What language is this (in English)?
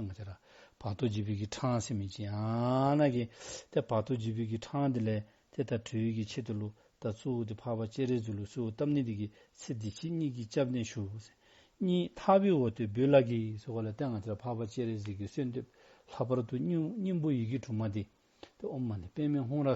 Dzongkha